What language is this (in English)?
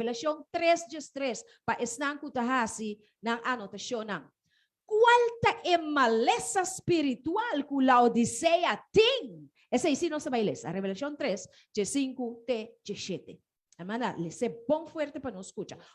Papiamento